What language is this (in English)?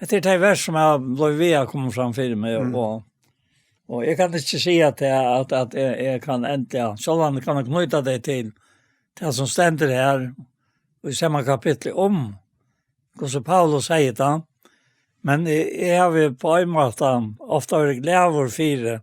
Faroese